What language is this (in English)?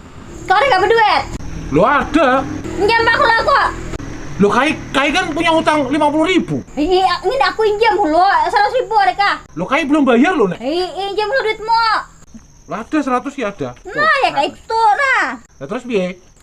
Banjar